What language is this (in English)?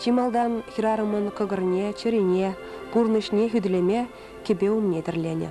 Chuvash